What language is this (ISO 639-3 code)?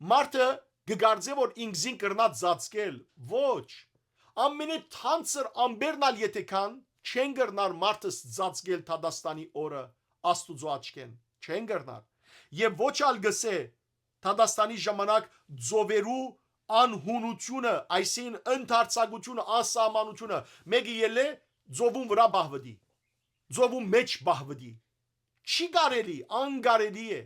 hyw